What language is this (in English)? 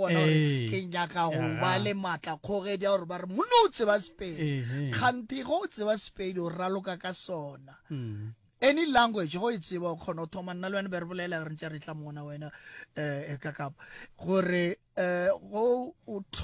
Northern Sotho